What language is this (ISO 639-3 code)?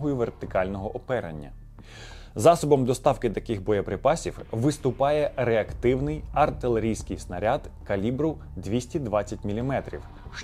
ukr